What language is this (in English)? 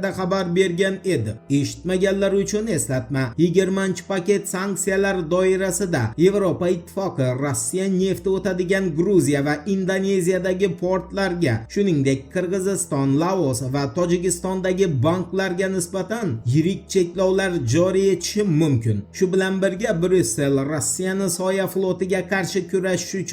Uzbek